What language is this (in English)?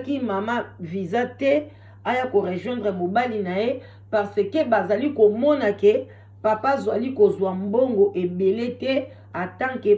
Lingala